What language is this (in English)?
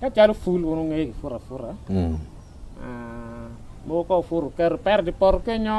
Acoli